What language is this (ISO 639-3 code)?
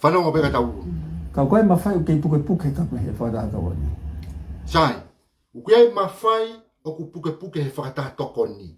ton